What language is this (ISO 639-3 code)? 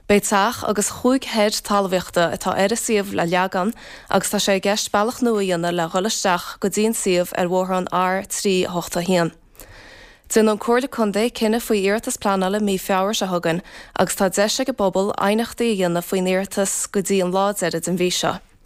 gle